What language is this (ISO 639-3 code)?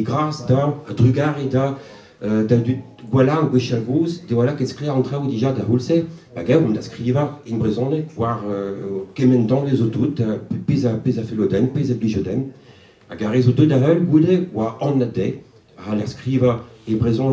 bre